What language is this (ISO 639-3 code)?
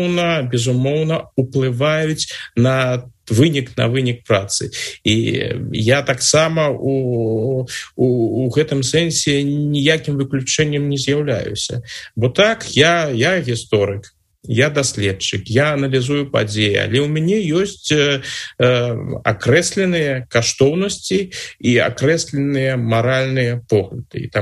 bel